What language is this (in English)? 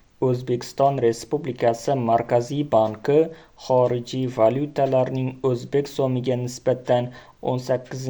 Uzbek